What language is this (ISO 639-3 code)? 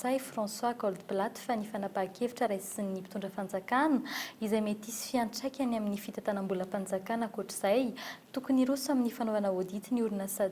mlg